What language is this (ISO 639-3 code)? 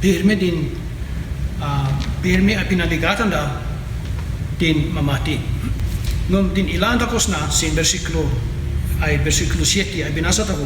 kne